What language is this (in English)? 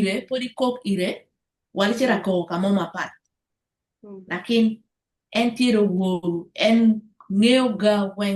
Acoli